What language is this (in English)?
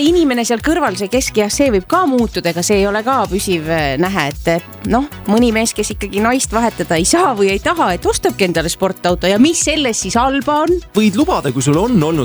Estonian